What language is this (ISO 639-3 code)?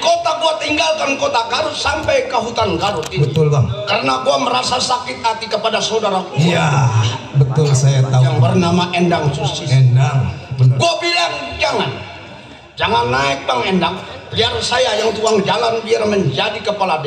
bew